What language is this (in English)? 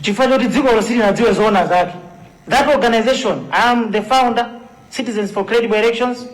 Nyanja